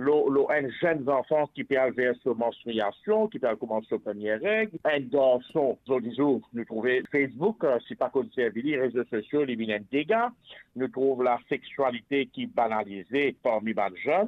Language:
Morisyen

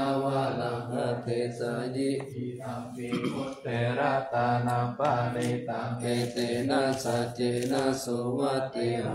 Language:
Pali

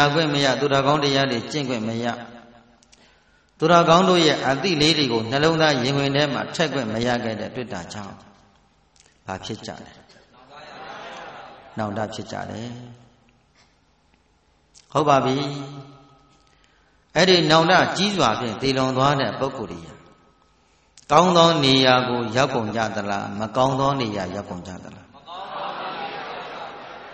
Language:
Burmese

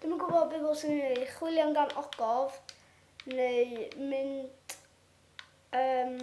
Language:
Welsh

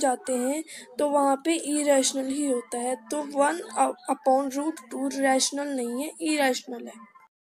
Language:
Hindi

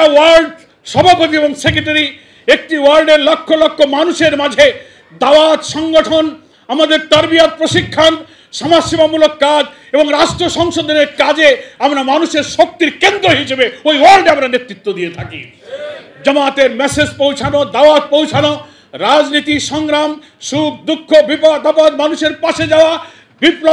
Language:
Bangla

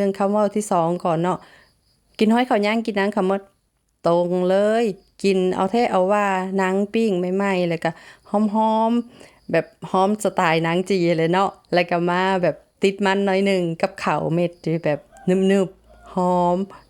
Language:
Lao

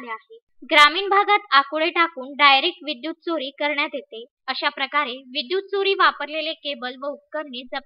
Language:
Marathi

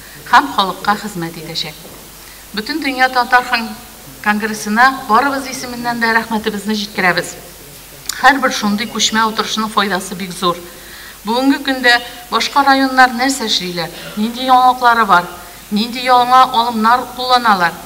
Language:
Tatar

